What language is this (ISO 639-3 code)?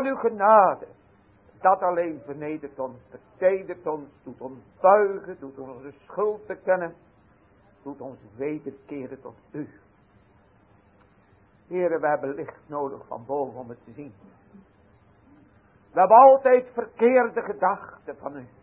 nld